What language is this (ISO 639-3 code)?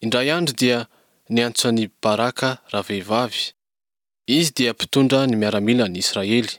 mlg